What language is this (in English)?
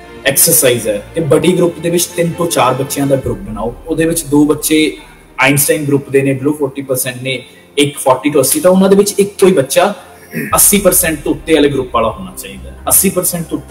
Punjabi